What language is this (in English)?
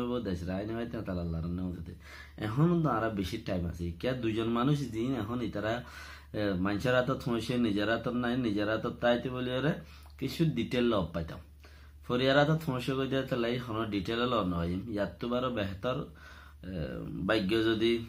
Rohingya